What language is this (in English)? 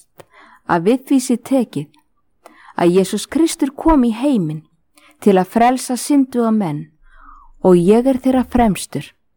Icelandic